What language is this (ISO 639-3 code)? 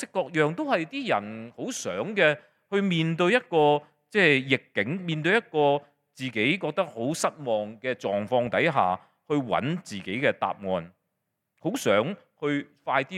yue